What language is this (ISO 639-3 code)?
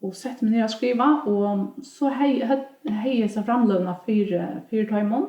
fao